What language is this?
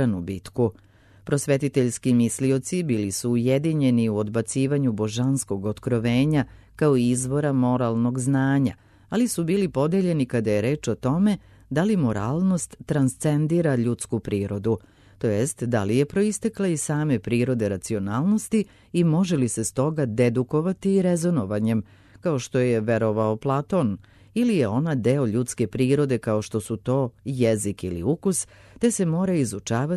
Serbian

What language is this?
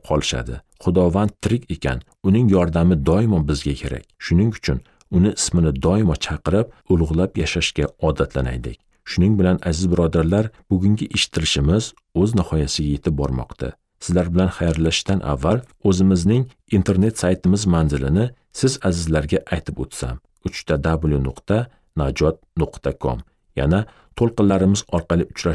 Uzbek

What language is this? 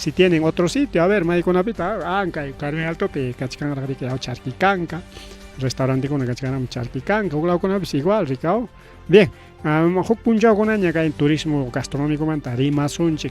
Ayacucho Quechua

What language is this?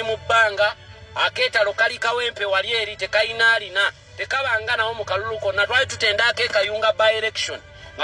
Ganda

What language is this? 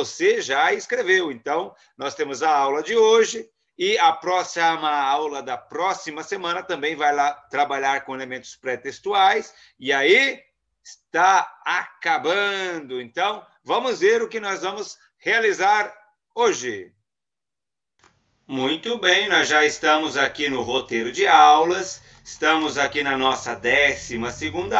Portuguese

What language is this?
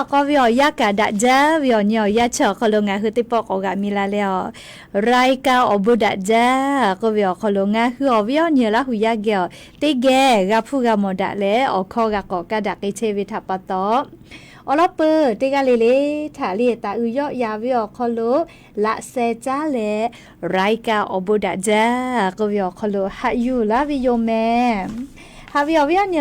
Lahu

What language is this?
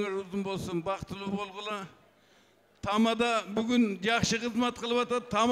Kyrgyz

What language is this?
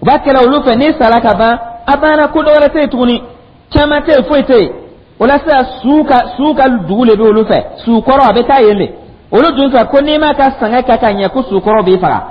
Dyula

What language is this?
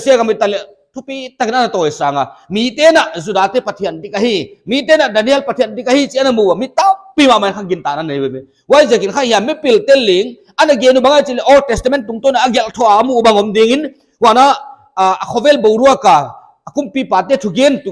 Paite Chin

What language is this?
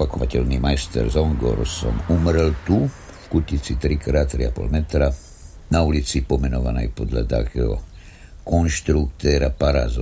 Slovak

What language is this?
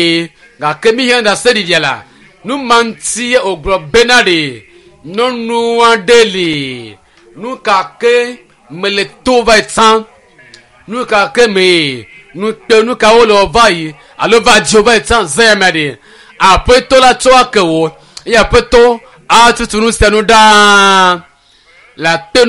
Ewe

